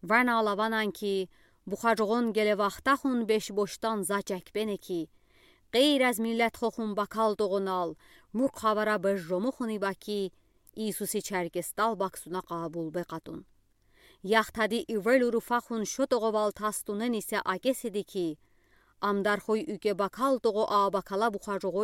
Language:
Udi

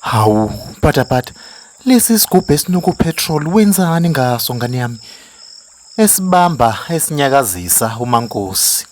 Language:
Zulu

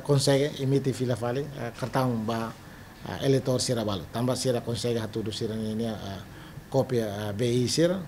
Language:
Tetum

